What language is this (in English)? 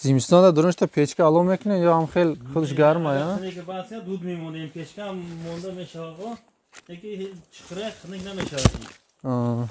Tajik